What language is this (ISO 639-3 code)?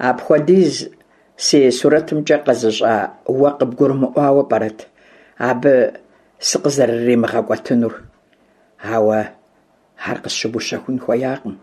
kbd